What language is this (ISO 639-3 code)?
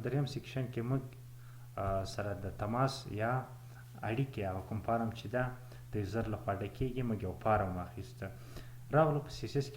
pus